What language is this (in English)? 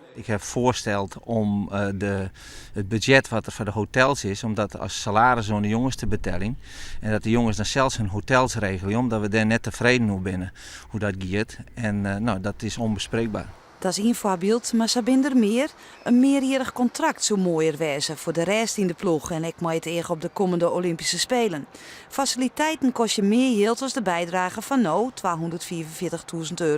Western Frisian